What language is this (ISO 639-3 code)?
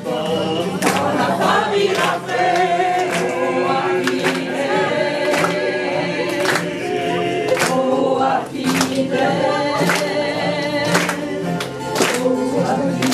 fra